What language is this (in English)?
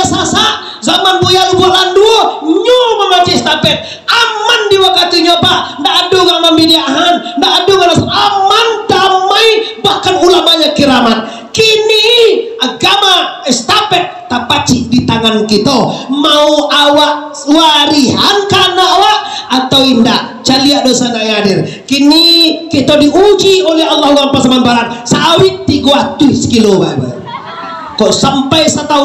Minangkabau